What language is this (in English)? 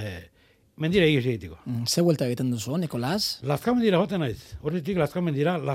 Basque